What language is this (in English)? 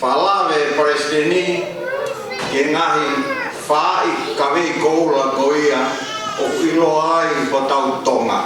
Tongan